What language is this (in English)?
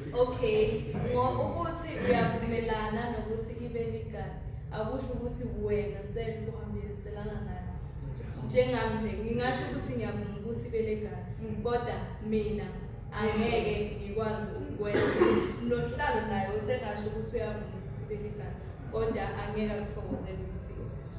Zulu